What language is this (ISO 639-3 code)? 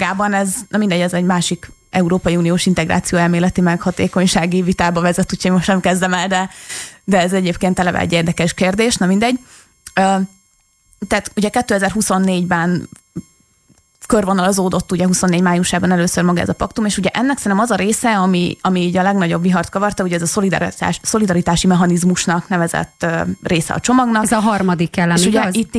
hun